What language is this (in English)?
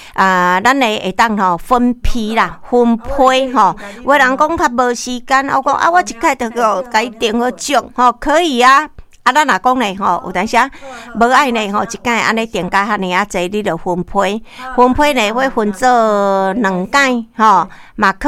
Min Nan Chinese